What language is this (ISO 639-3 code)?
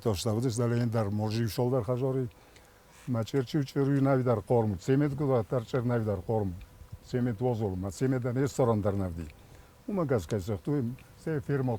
oss